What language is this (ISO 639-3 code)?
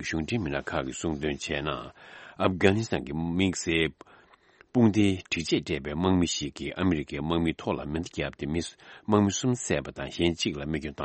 bod